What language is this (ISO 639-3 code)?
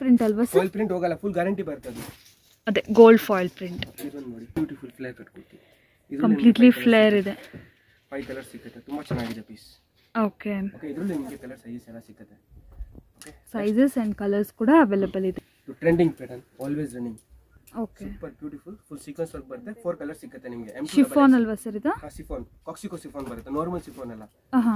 kan